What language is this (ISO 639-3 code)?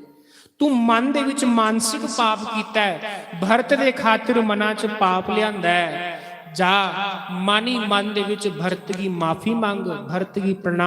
doi